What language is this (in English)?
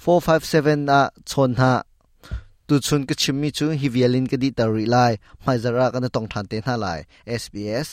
Hakha Chin